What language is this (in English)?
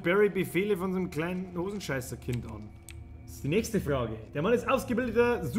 Bavarian